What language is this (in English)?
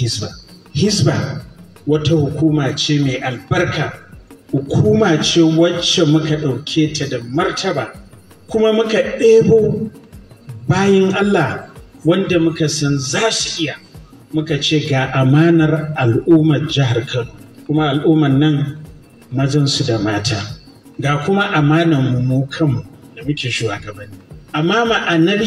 Hausa